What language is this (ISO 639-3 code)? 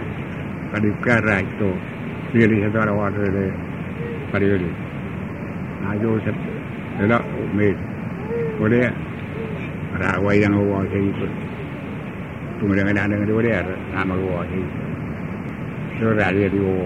msa